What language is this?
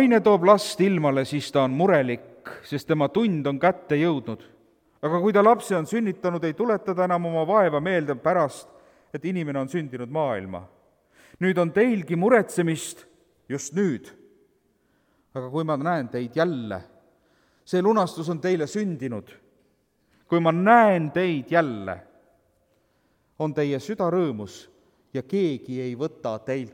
Estonian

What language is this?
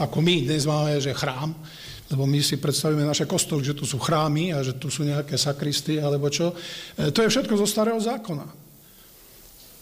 Slovak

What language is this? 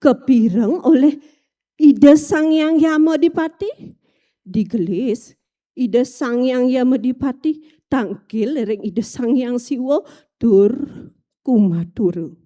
Balinese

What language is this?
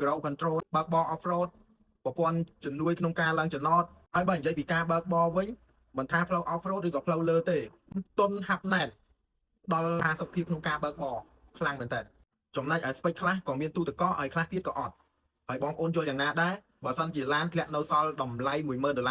Khmer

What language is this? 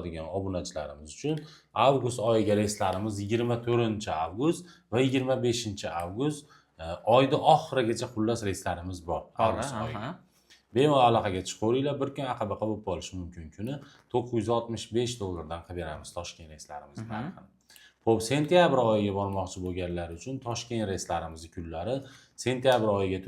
Uzbek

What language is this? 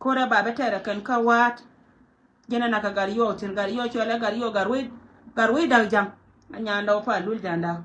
Nuer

